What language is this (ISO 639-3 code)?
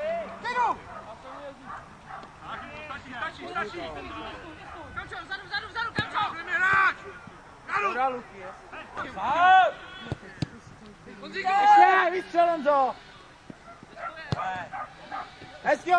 ces